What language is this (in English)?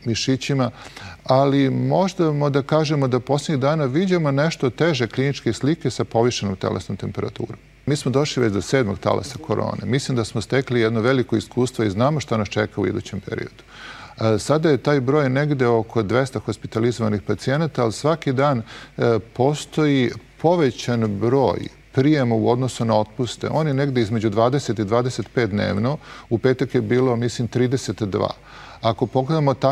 Serbian